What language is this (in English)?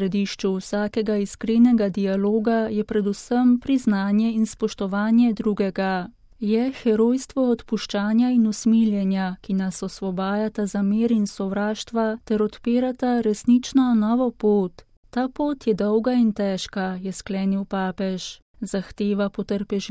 Slovenian